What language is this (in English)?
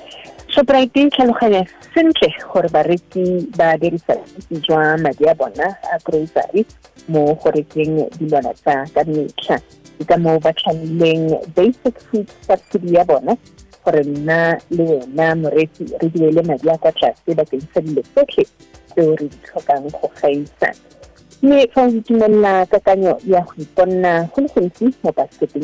Tswana